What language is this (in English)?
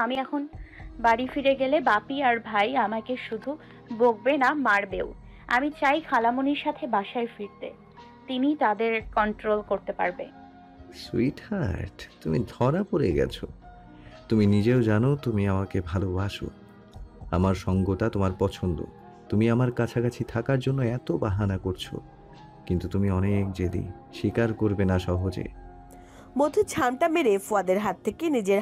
Bangla